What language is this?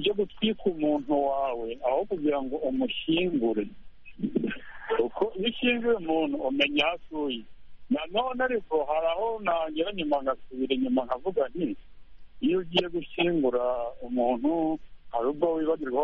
Kinyarwanda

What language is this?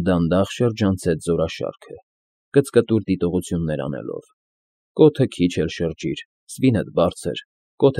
Armenian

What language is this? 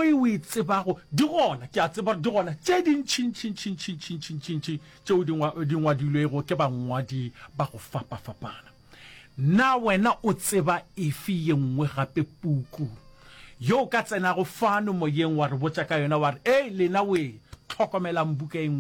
Northern Sotho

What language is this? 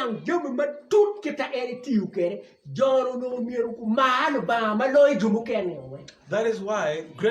Acoli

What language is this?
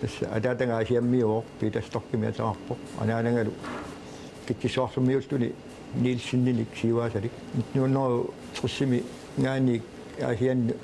Kalaallisut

